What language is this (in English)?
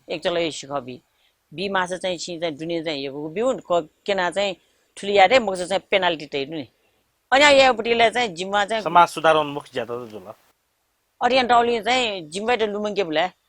Newari